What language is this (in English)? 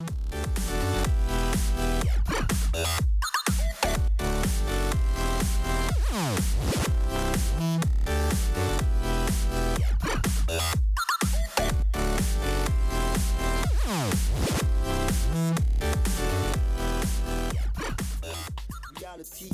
Nigerian Pidgin